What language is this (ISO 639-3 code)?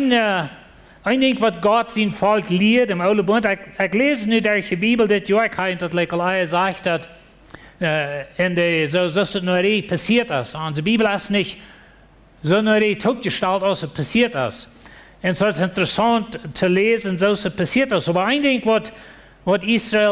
pdt